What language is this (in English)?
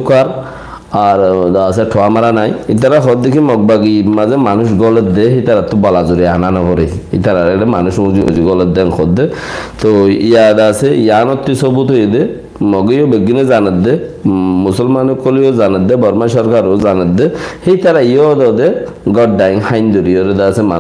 Rohingya